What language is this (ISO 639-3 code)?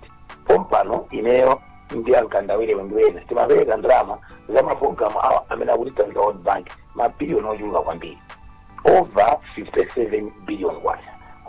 nya